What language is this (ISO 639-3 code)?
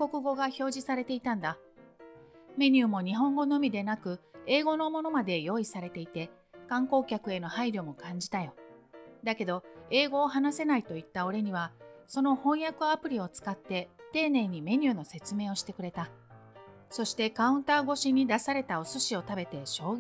jpn